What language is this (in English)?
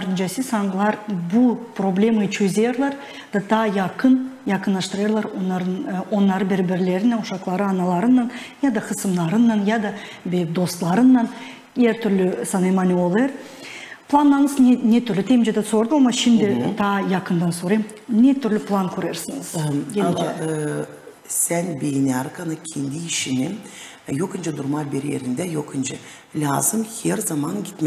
Gagauz